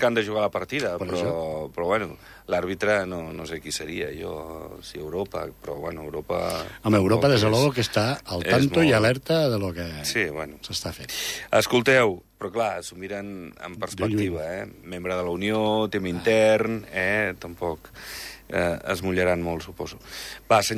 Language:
Catalan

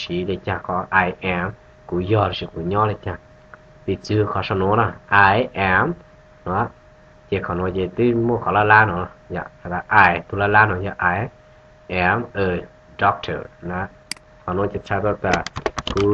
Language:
Hmong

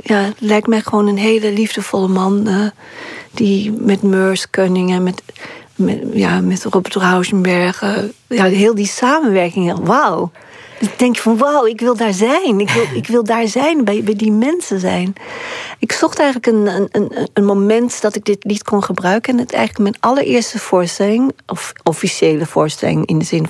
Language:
Dutch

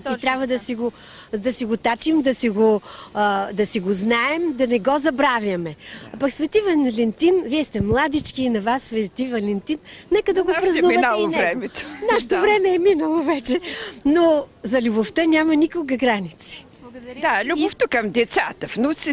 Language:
Bulgarian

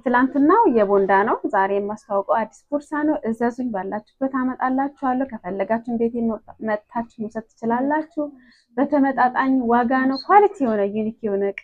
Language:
Amharic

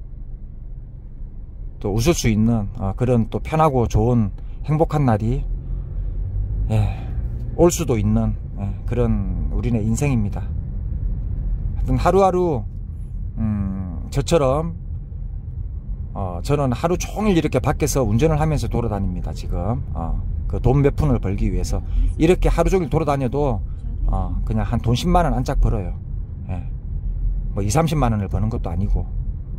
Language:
Korean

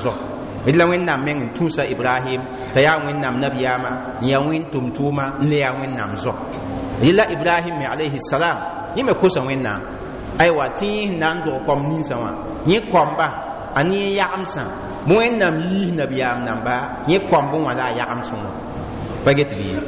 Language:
Mossi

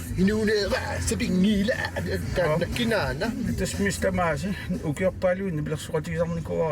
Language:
Kalaallisut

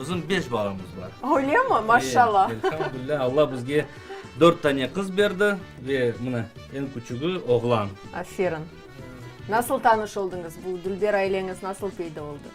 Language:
Crimean Tatar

